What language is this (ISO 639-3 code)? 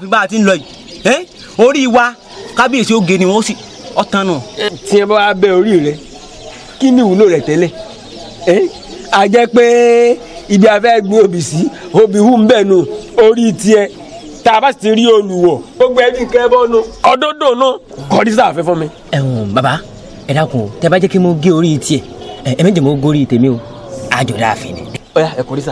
yor